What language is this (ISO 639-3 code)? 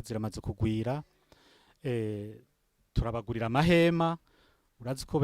run